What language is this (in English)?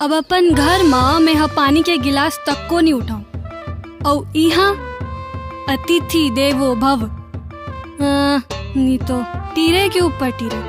Chhattisgarhi